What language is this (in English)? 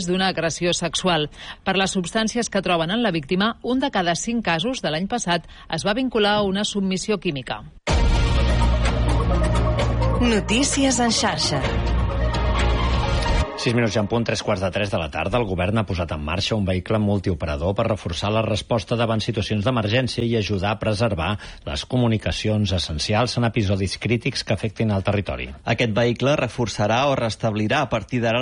Catalan